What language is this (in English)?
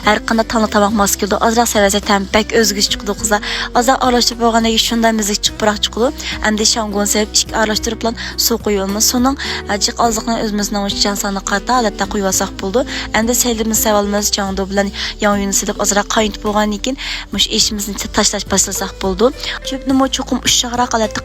Uyghur